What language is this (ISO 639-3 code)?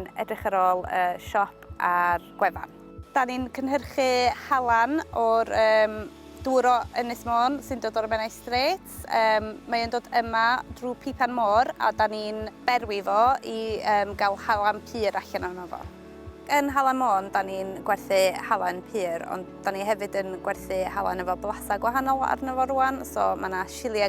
cym